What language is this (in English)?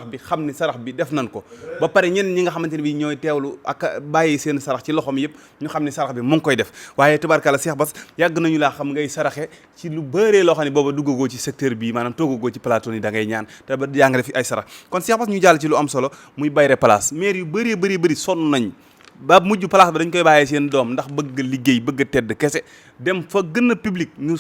Wolof